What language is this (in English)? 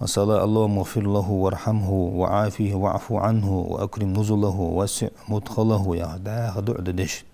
Ingush